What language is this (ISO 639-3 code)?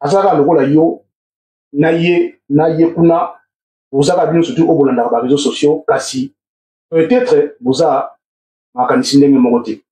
lin